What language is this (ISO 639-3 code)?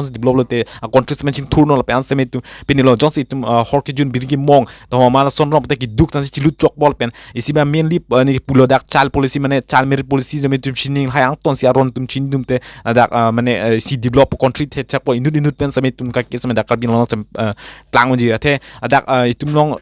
mjw